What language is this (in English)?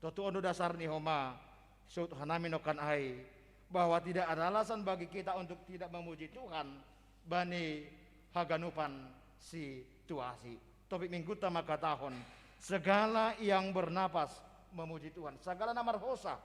Batak Simalungun